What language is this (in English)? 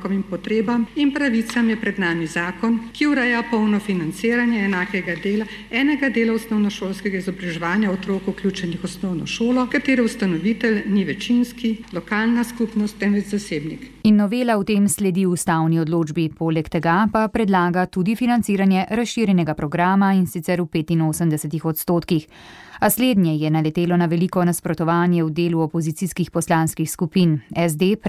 Slovenian